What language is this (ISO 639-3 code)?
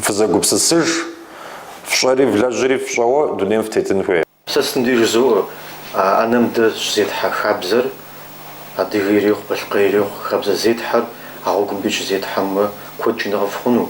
kbd